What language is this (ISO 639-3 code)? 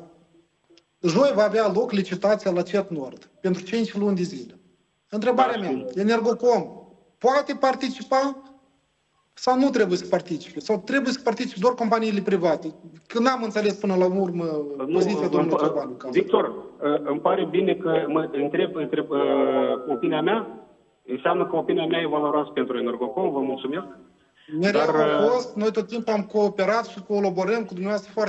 ron